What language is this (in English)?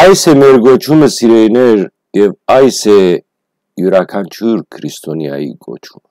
Western Armenian